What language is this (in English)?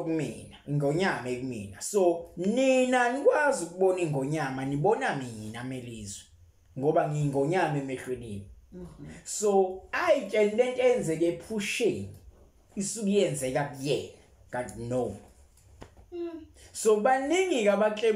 Zulu